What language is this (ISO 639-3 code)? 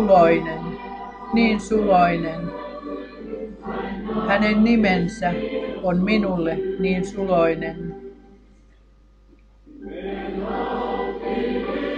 fin